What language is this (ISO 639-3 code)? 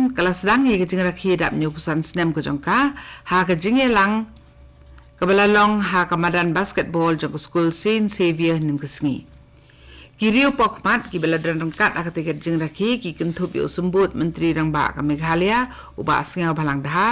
kha